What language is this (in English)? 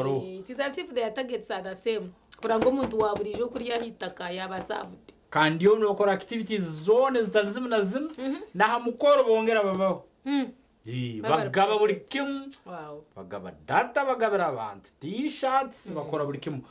Nyankole